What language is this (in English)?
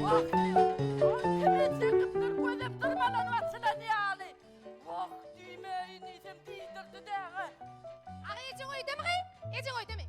Turkmen